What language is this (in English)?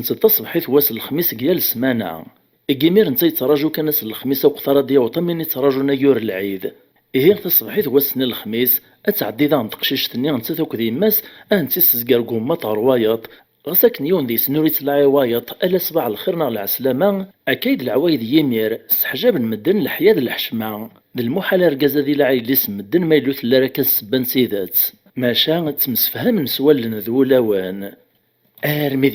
Kabyle